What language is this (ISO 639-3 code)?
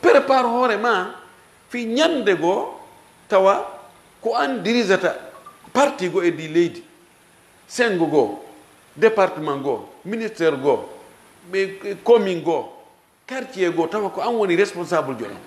ful